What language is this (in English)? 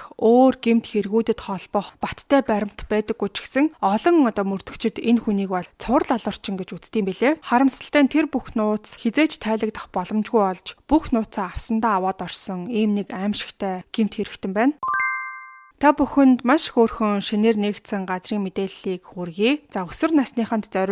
Mongolian